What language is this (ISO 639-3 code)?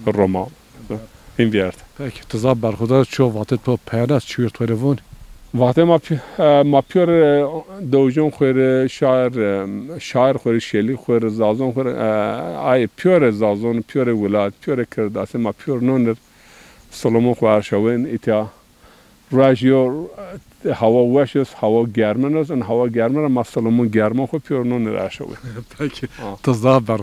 zza